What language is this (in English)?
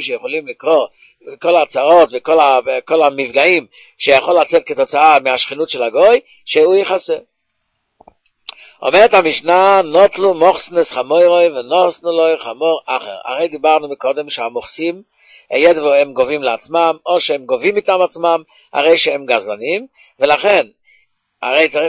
Hebrew